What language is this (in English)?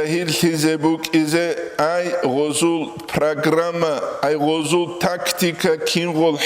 Avaric